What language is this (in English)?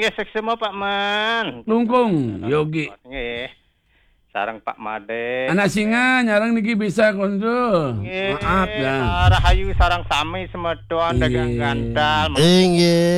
Balinese